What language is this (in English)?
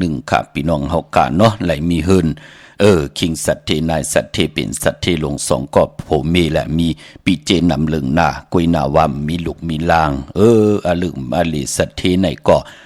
Shan